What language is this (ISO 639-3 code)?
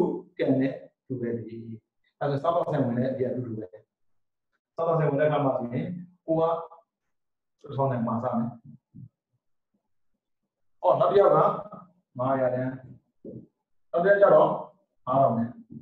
mya